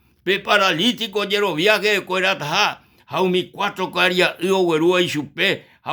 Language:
Guarani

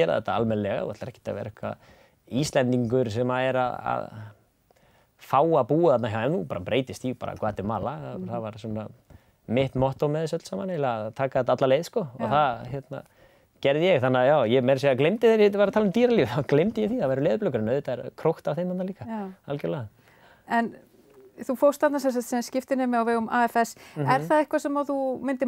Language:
Icelandic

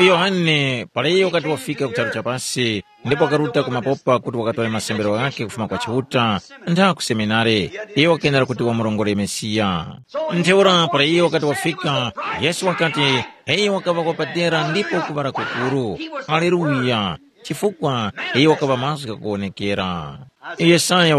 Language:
Tumbuka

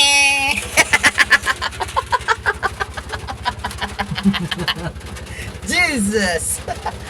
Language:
Cebuano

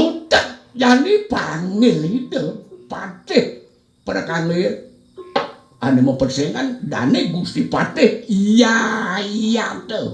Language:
Balinese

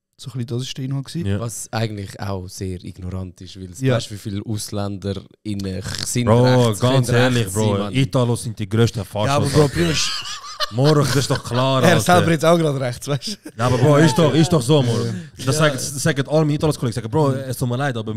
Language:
Swiss German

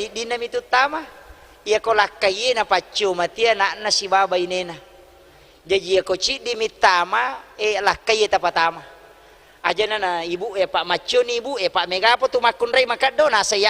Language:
Buginese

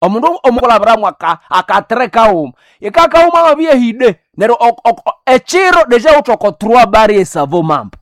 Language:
Nande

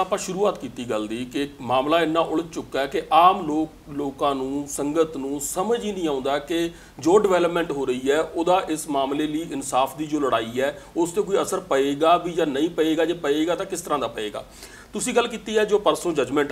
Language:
Punjabi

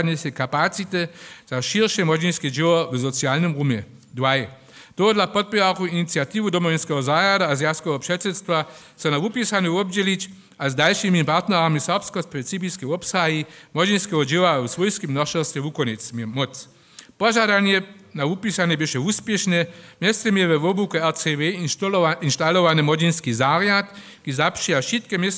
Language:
Upper Sorbian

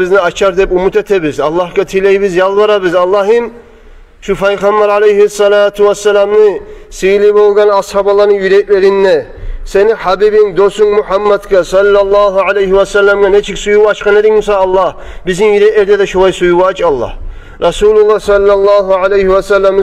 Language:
Kumyk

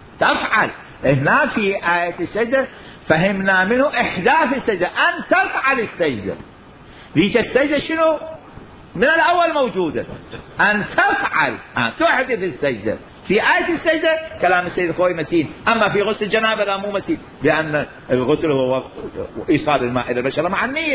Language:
Mesopotamian Arabic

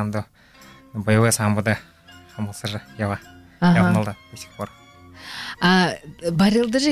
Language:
Buriat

